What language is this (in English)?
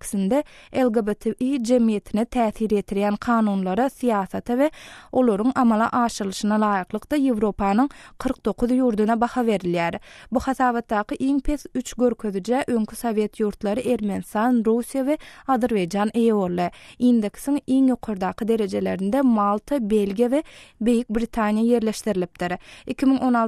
Turkmen